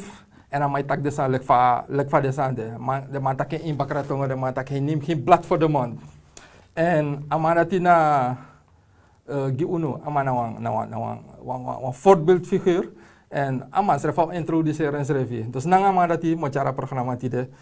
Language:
Sranan Tongo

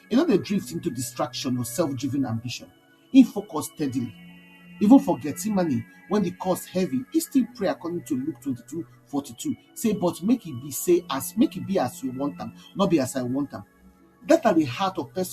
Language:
Nigerian Pidgin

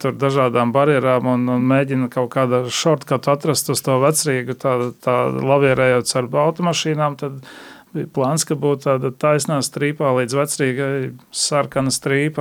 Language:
Latvian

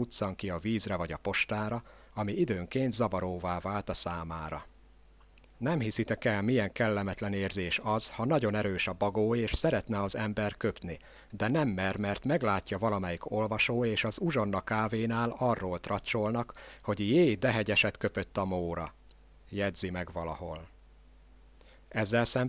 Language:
Hungarian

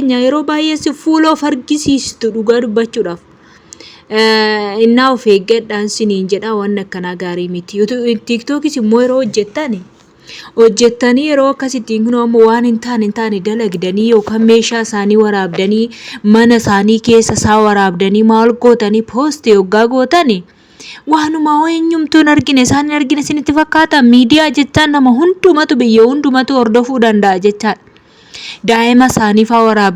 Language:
Oromo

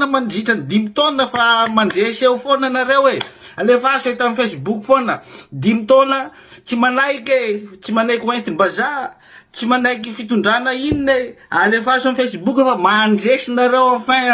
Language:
Malagasy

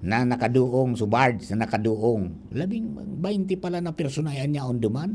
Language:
Bikol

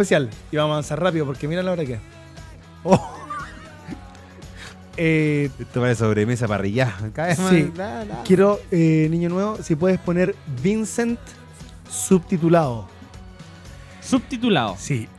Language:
Spanish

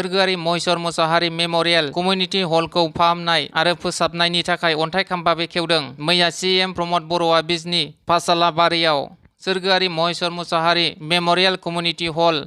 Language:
Bodo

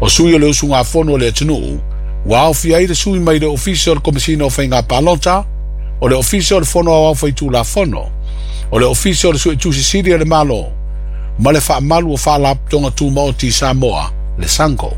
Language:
Samoan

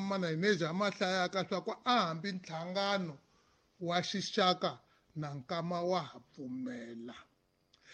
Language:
Tsonga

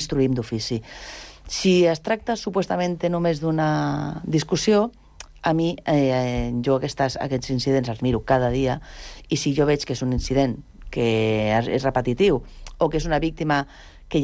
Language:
Catalan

